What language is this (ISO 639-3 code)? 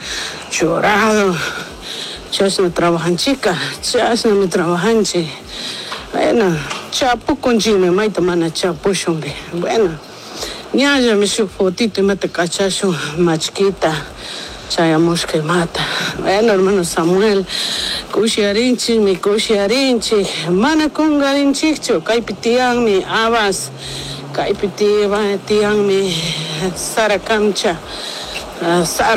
qug